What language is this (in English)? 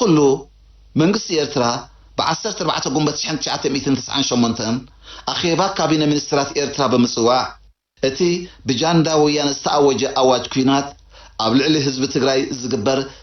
Tigrinya